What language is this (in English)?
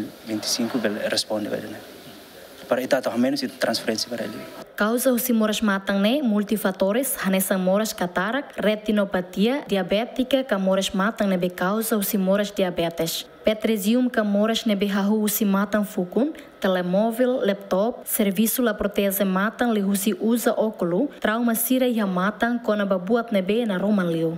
Tetum